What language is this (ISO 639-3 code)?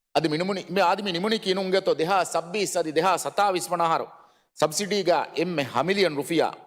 div